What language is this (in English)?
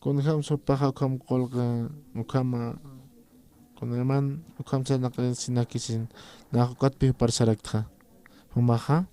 Aymara